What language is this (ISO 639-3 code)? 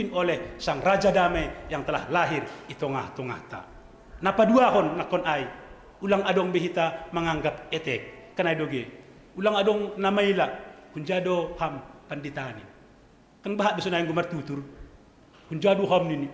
bts